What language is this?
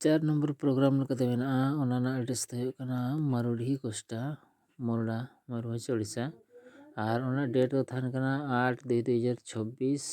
Santali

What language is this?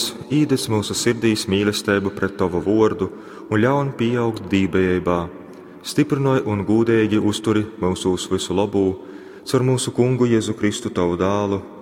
Latgalian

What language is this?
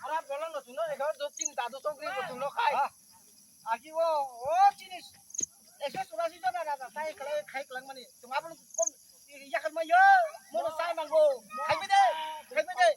Kok Borok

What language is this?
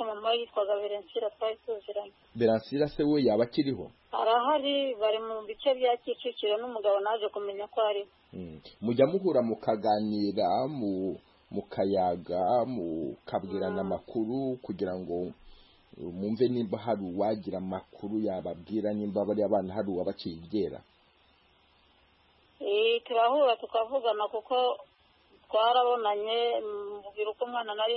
Kinyarwanda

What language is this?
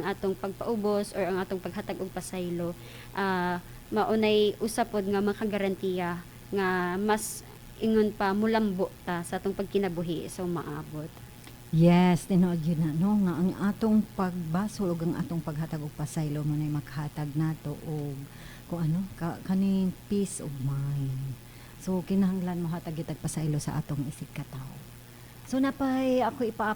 Cebuano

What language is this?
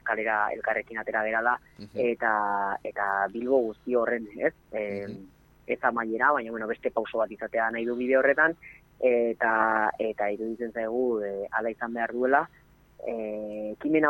Basque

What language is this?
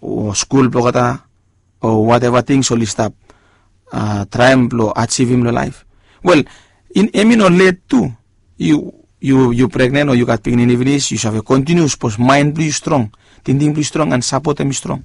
Bislama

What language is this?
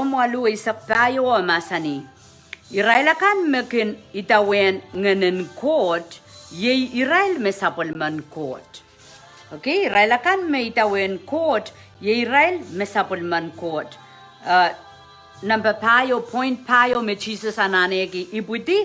Pohnpeian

